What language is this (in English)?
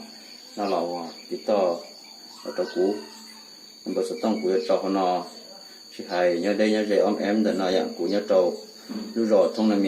Hmong